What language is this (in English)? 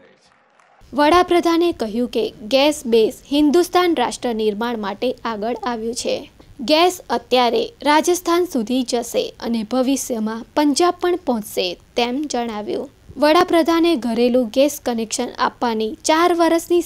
Gujarati